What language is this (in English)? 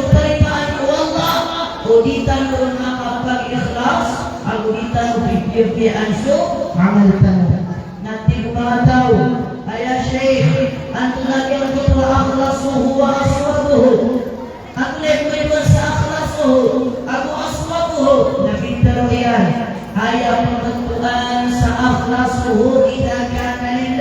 Maranao